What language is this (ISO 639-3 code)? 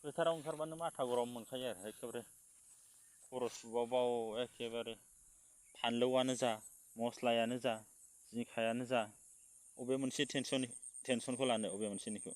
brx